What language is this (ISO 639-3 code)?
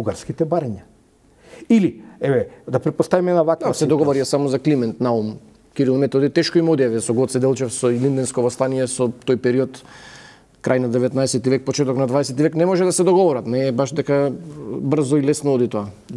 mkd